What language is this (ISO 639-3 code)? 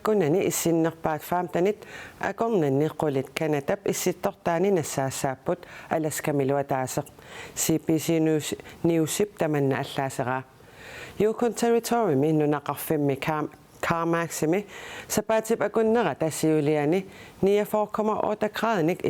kal